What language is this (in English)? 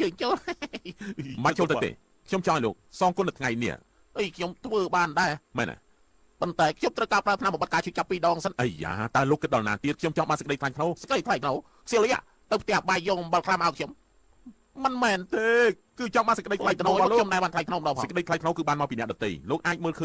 Khmer